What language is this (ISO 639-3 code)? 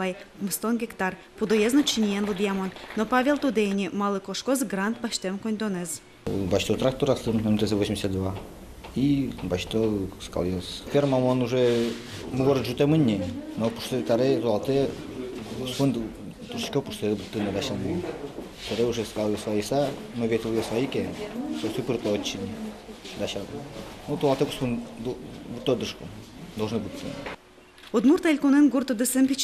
udm